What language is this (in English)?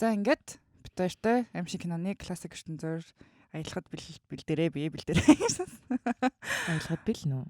Mongolian